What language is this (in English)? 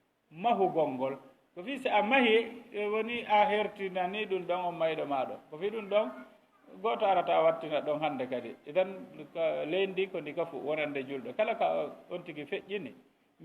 Fula